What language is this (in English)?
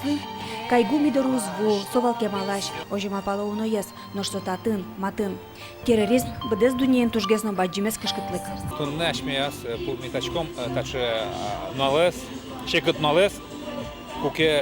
Udmurt